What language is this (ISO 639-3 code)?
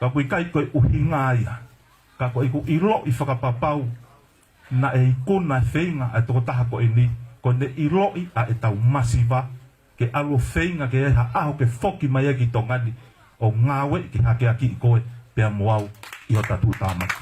ton